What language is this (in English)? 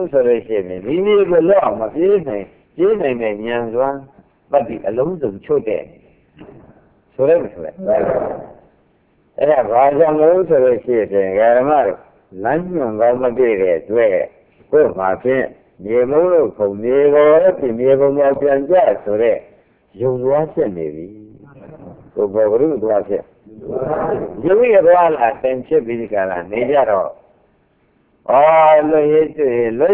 Burmese